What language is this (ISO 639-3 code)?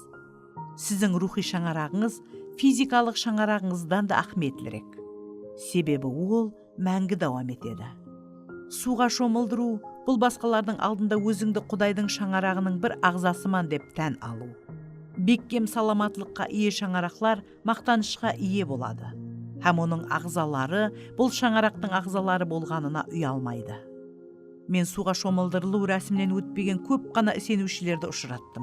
kaa